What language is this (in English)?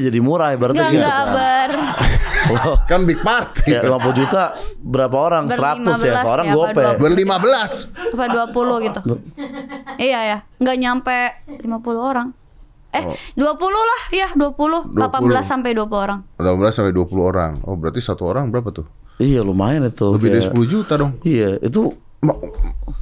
Indonesian